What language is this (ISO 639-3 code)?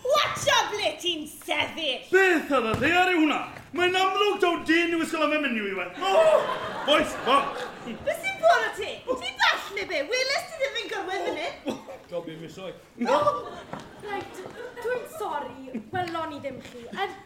cym